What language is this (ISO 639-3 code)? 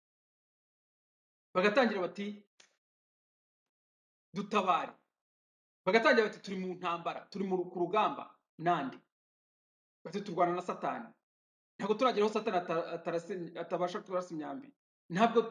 kin